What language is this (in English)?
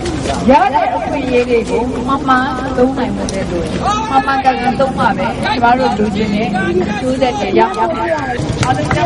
Burmese